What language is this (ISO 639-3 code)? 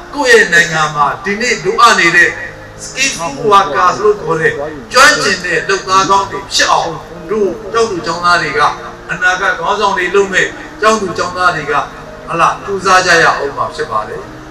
mya